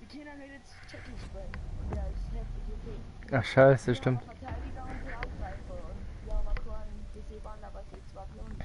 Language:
Bavarian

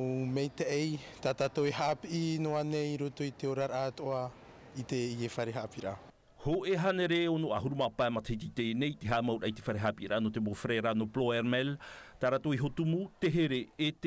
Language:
Tahitian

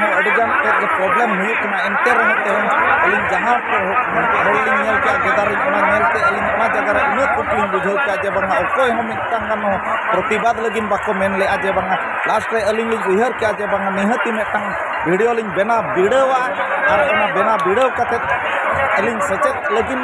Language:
Santali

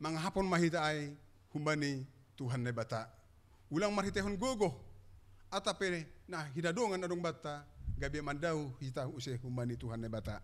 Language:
Batak Simalungun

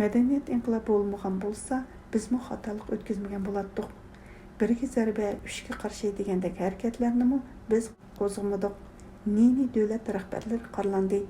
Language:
Uyghur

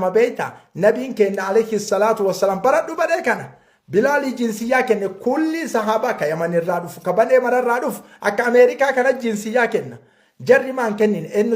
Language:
Oromo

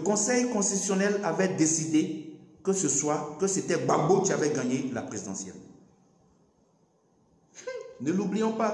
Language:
French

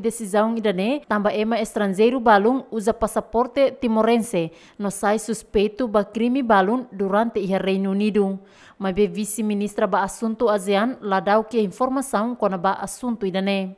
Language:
Tetum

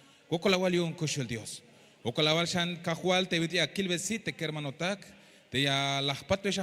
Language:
Tzeltal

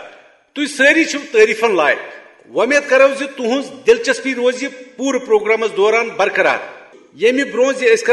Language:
Kashmiri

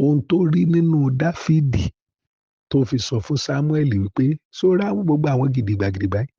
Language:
Yoruba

